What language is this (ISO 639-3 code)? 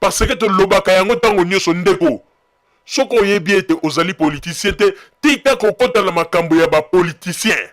lin